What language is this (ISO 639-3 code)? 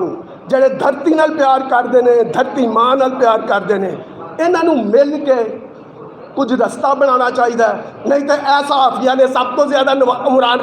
skr